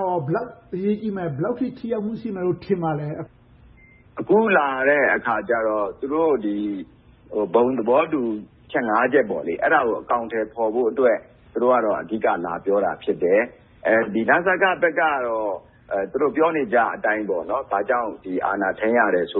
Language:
Burmese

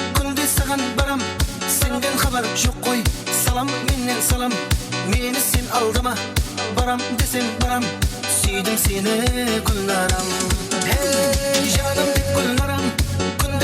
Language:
Kara-Kalpak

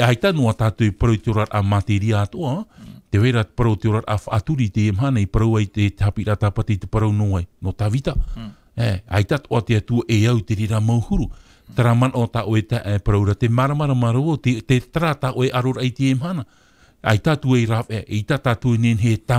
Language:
Tahitian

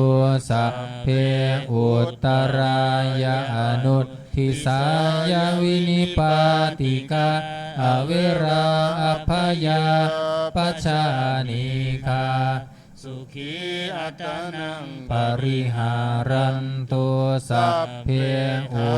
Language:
Pali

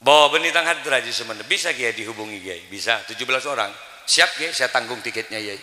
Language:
Madurese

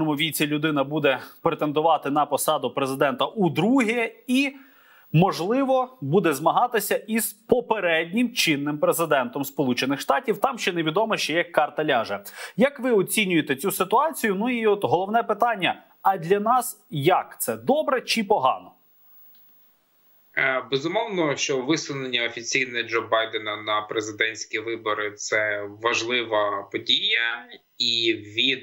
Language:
Ukrainian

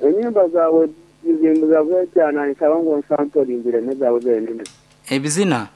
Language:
Nyankole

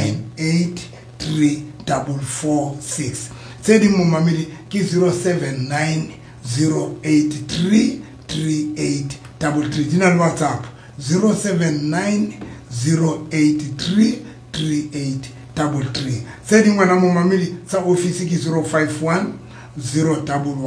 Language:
Southern Sotho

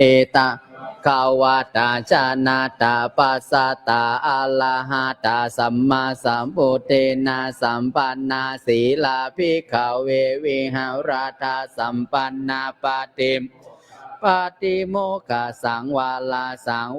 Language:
Pali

